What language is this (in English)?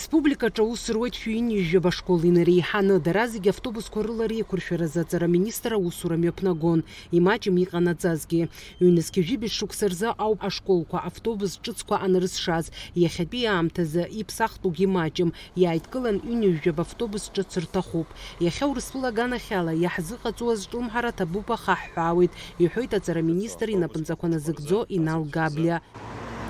Abkhazian